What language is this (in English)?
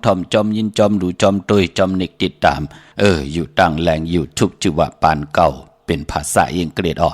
Shan